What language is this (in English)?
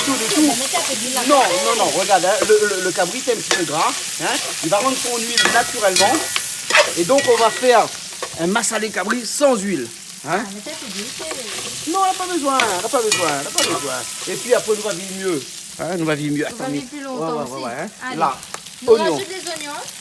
Réunion Creole French